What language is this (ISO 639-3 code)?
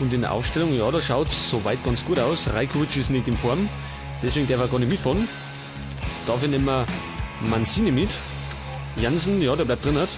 bar